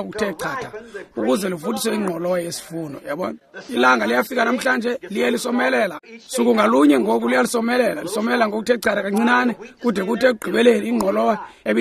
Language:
Xhosa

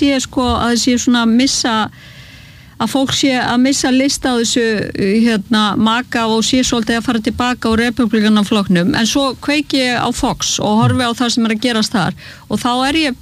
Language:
Icelandic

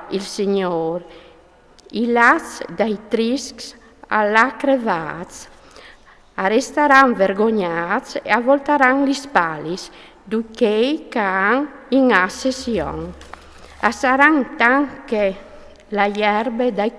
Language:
Friulian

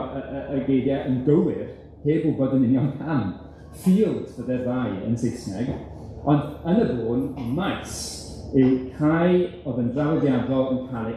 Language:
Welsh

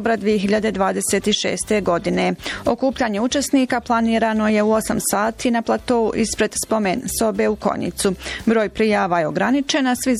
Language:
Bosnian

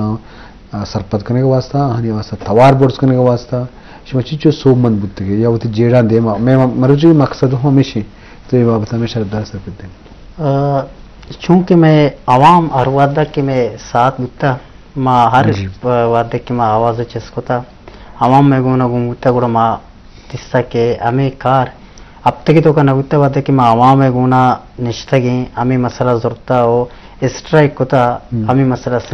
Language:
Eastern Balochi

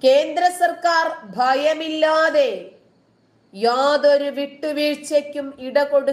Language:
Malayalam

